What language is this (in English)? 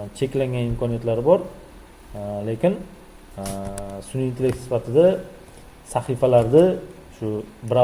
Uzbek